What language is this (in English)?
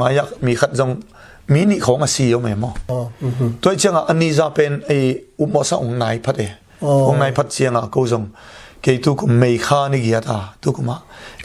Tedim Chin